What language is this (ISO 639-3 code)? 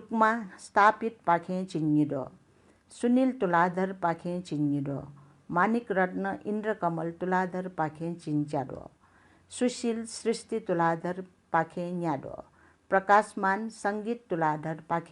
new